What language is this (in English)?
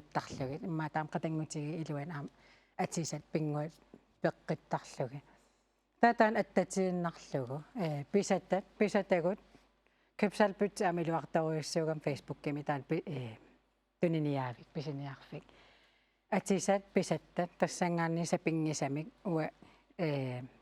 Kalaallisut